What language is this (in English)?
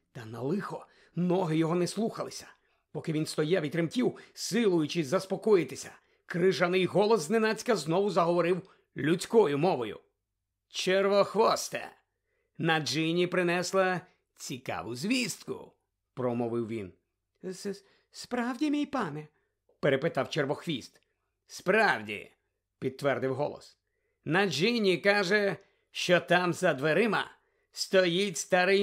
Ukrainian